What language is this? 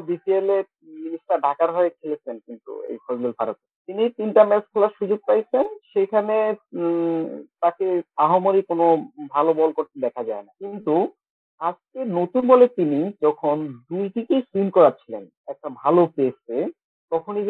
Bangla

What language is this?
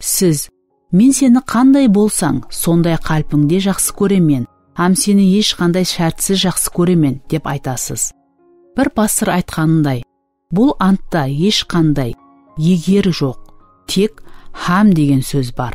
Kara-Kalpak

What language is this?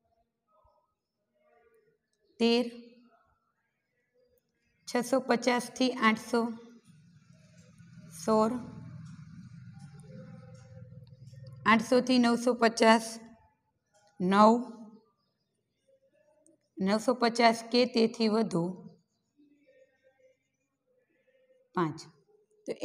Gujarati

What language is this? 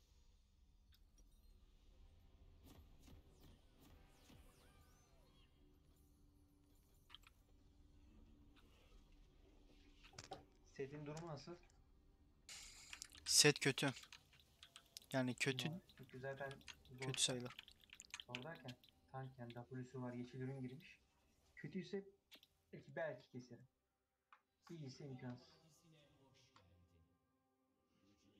Turkish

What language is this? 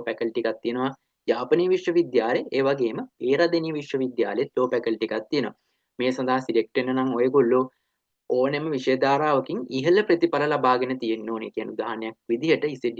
Sinhala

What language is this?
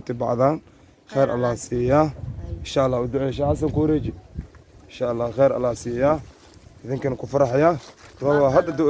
Somali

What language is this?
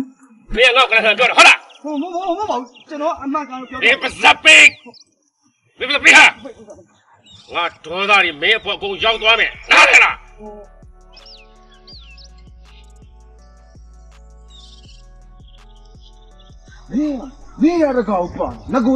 Burmese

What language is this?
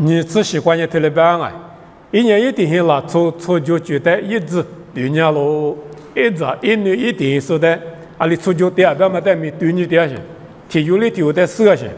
Lisu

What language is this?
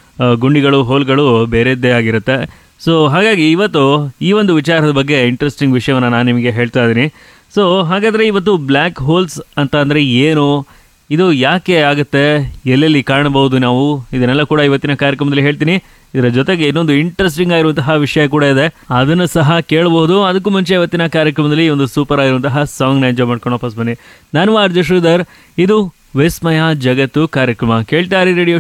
Kannada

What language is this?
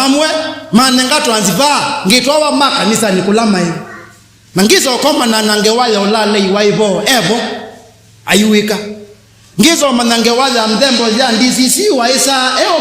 Kamba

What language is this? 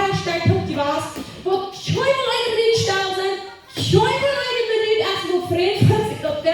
Plautdietsch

